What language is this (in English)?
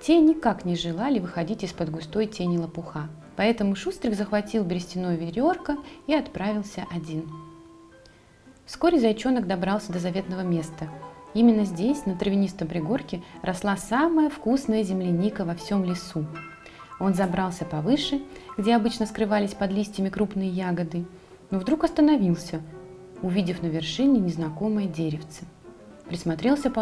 Russian